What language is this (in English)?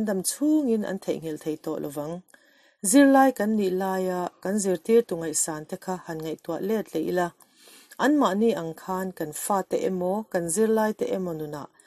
Mizo